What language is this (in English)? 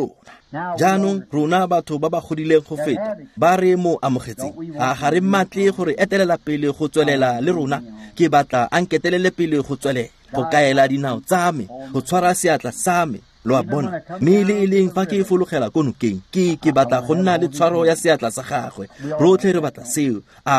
Tswana